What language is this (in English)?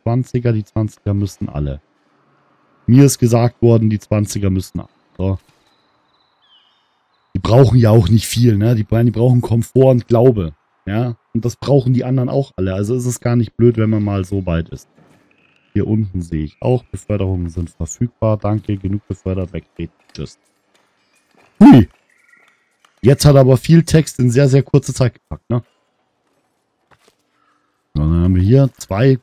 German